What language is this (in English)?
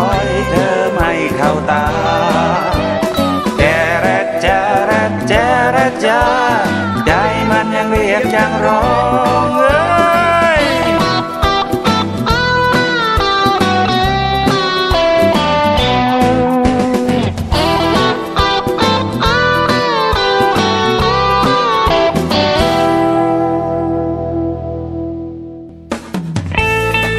Thai